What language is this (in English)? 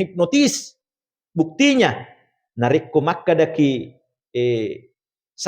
Buginese